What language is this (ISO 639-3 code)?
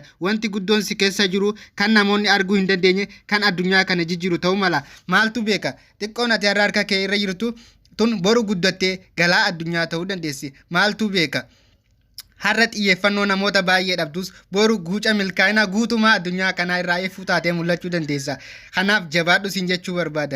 orm